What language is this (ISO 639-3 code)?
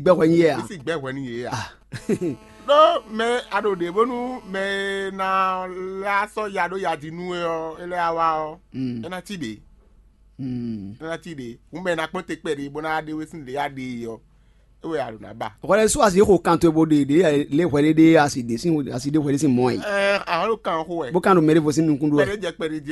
fon